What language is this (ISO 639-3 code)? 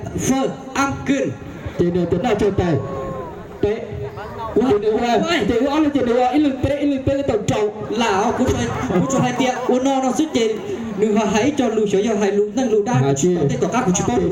hmn